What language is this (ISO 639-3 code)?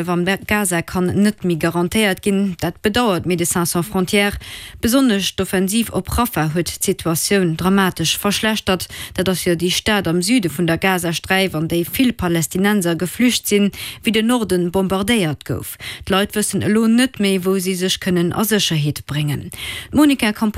ltz